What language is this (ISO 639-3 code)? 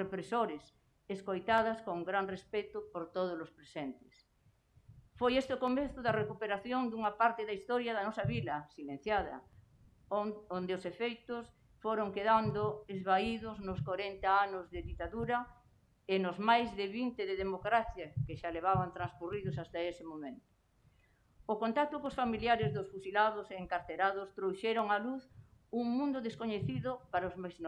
glg